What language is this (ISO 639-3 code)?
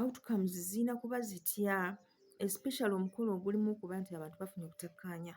lug